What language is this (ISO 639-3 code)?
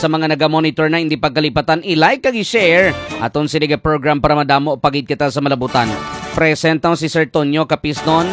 hil